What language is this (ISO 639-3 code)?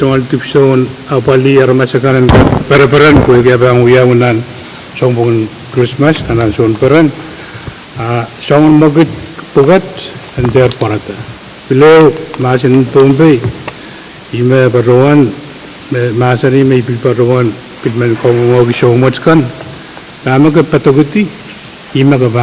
pon